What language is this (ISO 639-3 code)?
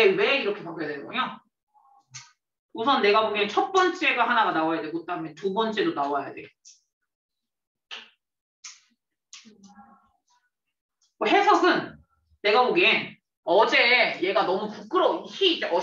kor